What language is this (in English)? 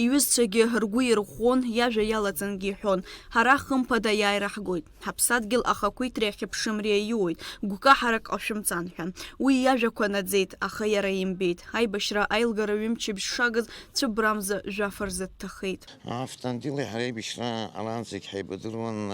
Abkhazian